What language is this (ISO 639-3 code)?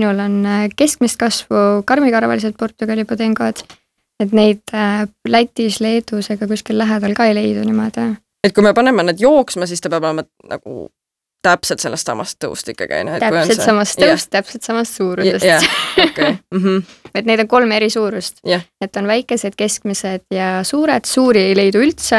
est